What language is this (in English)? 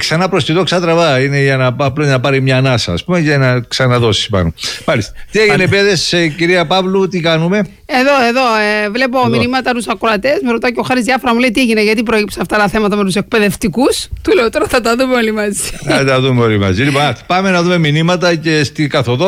Greek